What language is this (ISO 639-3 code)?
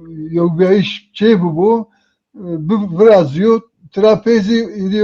zza